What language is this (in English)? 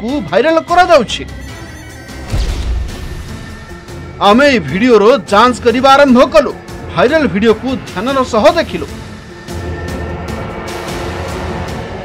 Odia